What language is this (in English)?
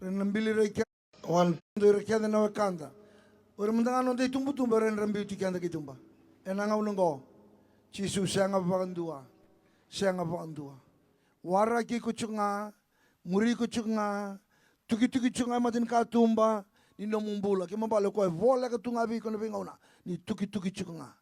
Fijian